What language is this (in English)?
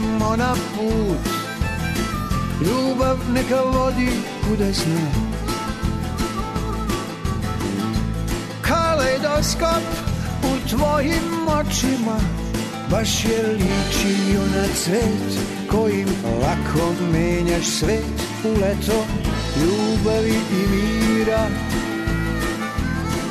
Serbian